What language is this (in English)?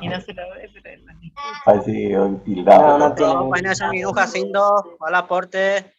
Guarani